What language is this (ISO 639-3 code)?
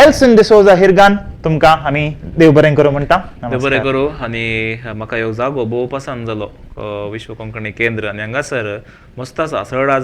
kok